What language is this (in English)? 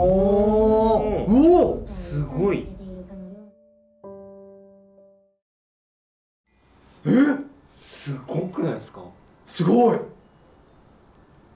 Japanese